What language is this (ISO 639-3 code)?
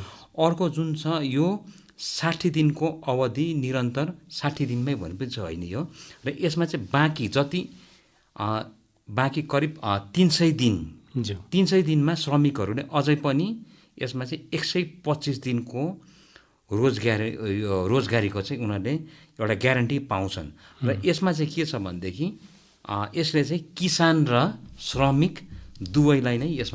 nep